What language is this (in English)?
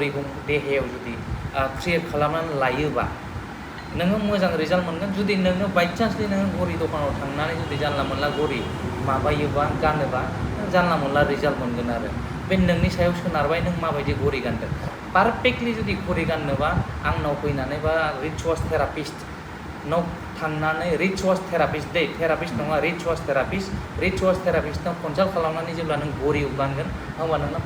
Bodo